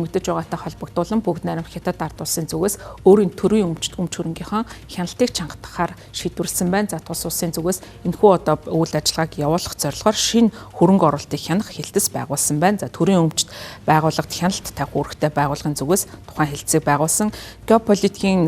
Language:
Mongolian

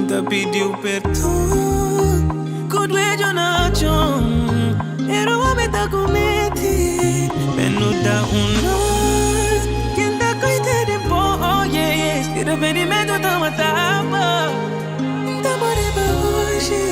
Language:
Kabuverdianu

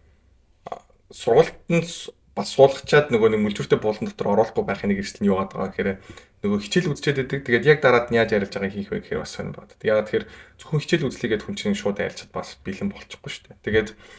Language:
Mongolian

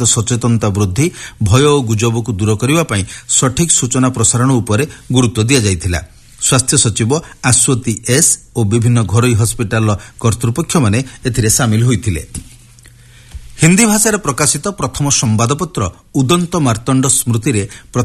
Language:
Odia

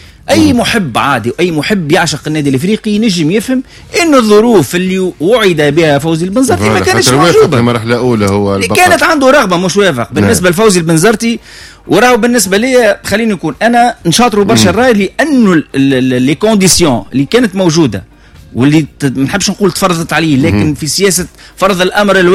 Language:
Tunisian Arabic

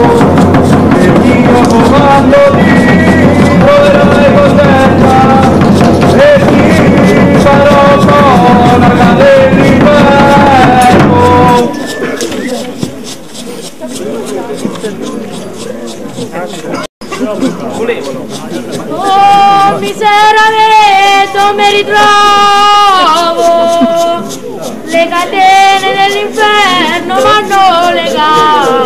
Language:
Italian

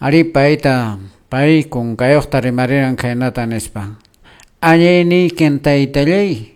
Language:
Quechua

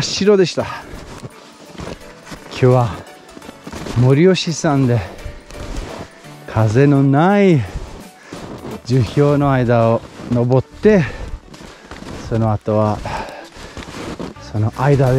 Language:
Japanese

